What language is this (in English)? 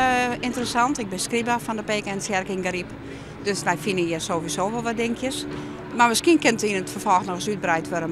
Western Frisian